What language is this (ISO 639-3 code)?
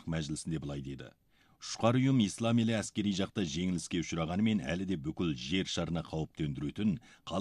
kaz